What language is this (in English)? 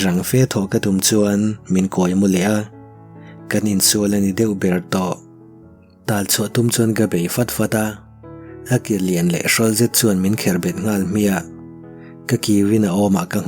Mizo